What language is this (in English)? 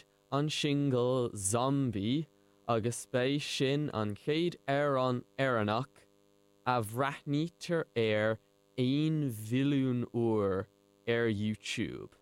Irish